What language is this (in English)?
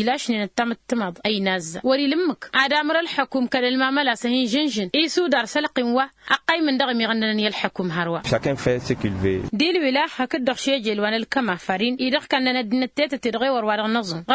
Tamasheq